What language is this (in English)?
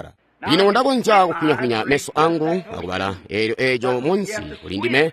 Tonga (Zambia)